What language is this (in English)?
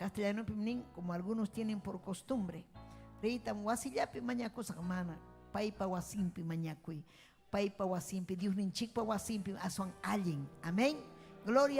Ayacucho Quechua